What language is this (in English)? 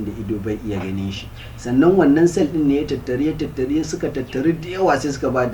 Hausa